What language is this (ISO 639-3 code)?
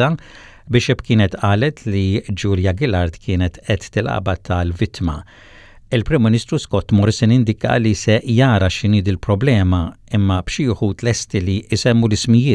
mlt